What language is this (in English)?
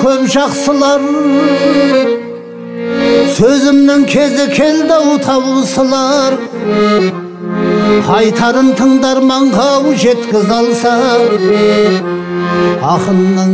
Kazakh